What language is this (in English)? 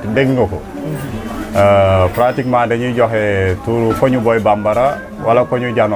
Wolof